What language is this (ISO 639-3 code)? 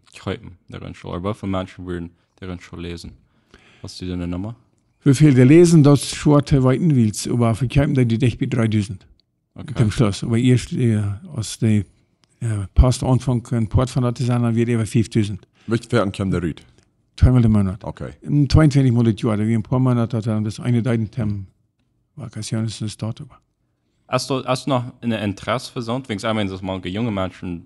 pdt